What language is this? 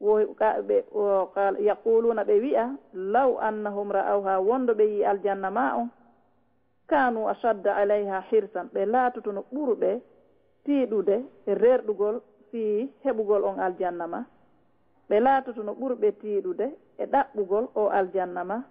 Fula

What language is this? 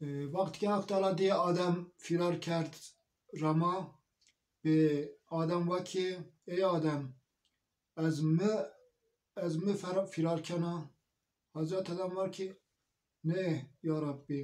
Zaza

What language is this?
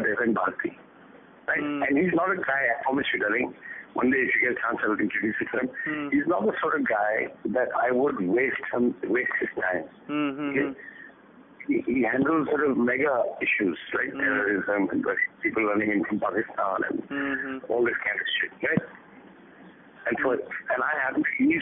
English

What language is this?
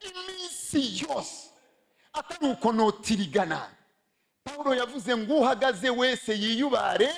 Rundi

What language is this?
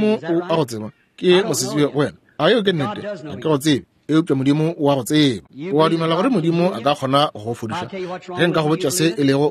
Northern Sotho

